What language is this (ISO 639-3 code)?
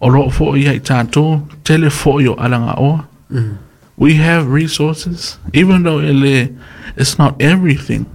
smo